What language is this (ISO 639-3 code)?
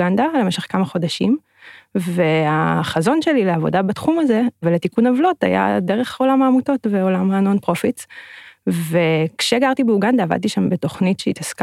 heb